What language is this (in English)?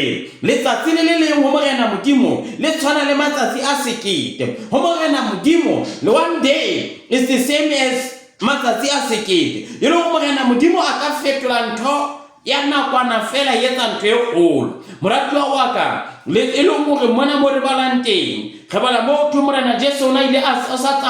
Southern Sotho